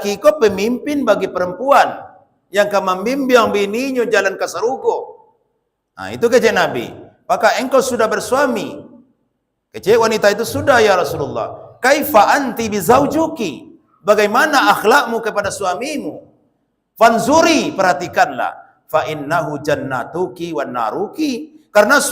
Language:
Minangkabau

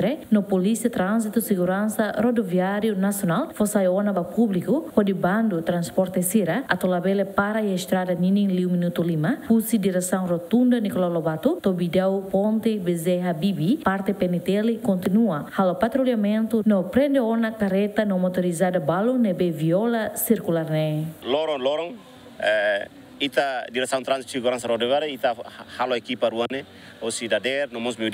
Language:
Tetum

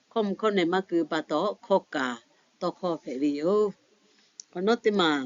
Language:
Lahu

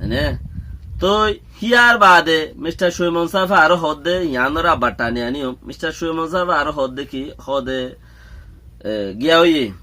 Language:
Rohingya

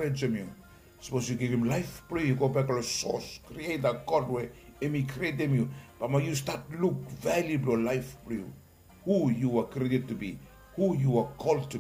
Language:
Bislama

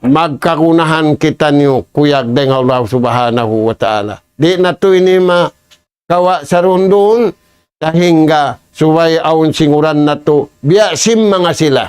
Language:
Tausug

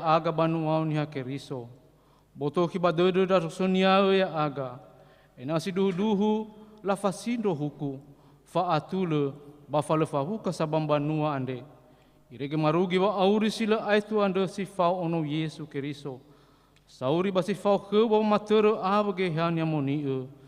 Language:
Nias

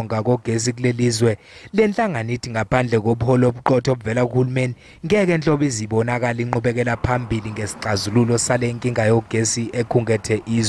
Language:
Zulu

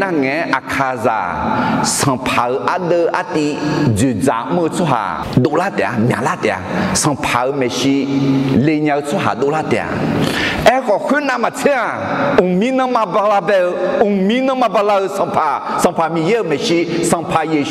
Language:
Akha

